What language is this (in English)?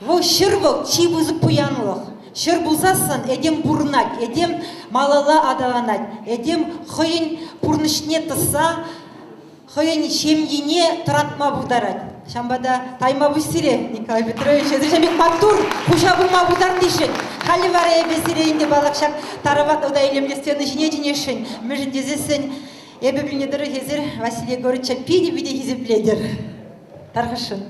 Chuvash